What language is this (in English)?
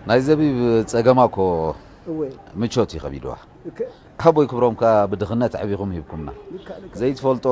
Tigrinya